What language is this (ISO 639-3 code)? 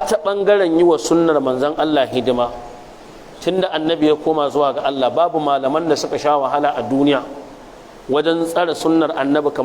hau